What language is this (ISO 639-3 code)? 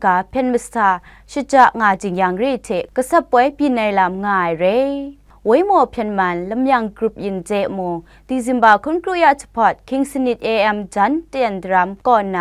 kac